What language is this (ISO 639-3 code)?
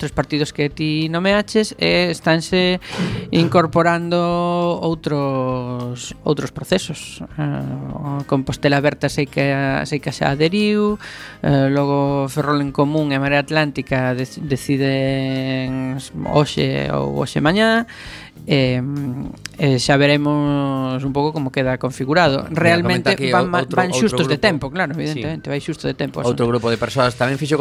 glg